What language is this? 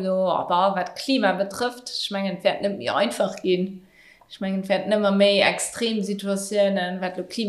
Luxembourgish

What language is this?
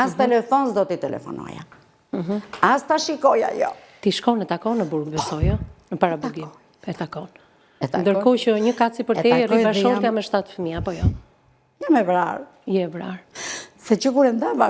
Albanian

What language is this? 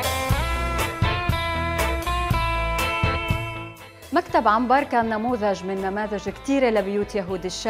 Arabic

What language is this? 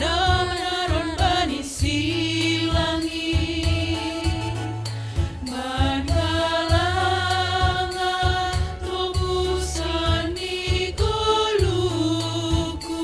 Batak Simalungun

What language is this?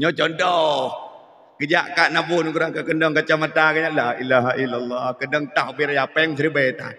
Achinese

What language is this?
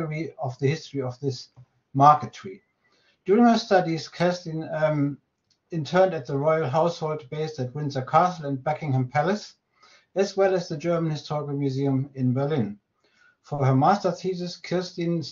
English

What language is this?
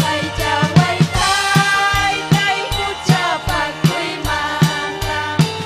Ayacucho Quechua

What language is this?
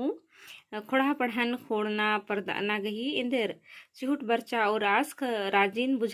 Kurukh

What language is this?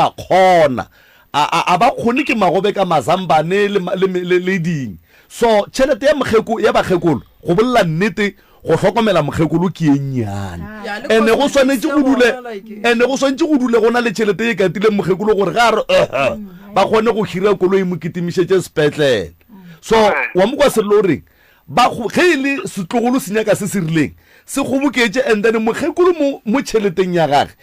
Northern Sotho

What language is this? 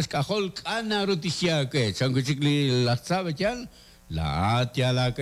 Kekchí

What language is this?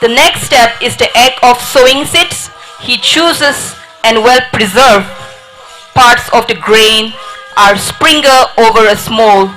Tangkhul Naga (India)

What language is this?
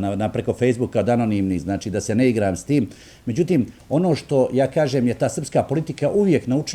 Bosnian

